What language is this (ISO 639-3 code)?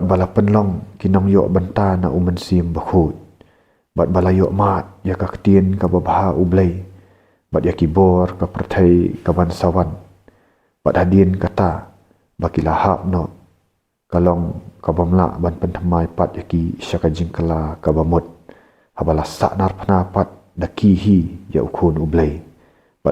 kha